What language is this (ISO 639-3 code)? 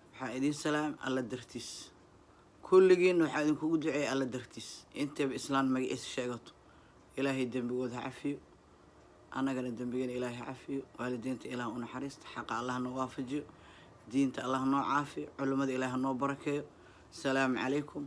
som